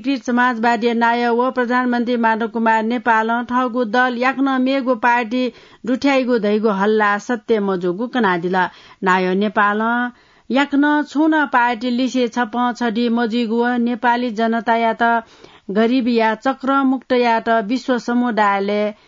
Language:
Newari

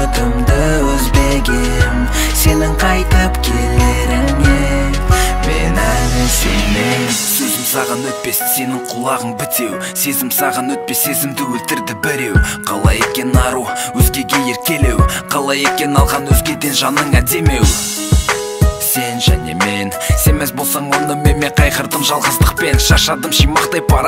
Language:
Kazakh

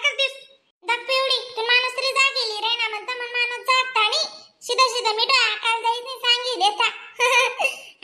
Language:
Khandesi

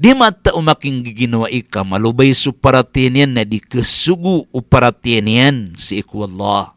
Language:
Maranao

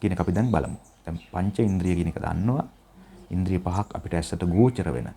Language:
Sinhala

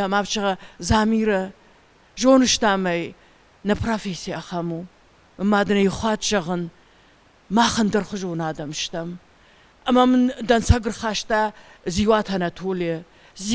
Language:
Ossetic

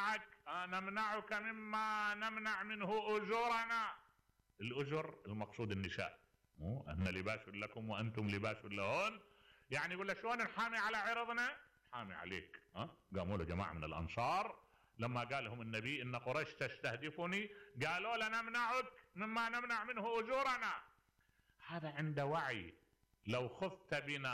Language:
Mesopotamian Arabic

